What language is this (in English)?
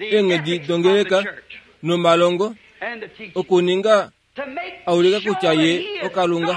Kuanyama